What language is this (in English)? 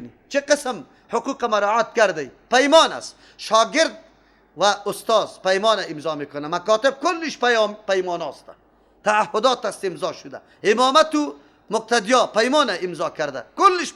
Persian